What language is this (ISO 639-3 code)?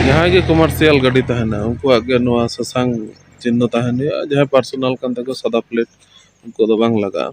sat